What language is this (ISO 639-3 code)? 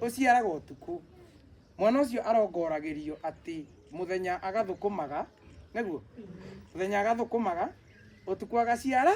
kik